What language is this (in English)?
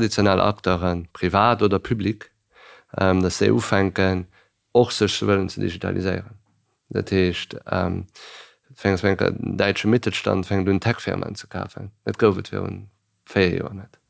Luxembourgish